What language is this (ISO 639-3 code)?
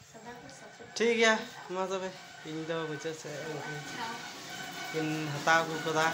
sat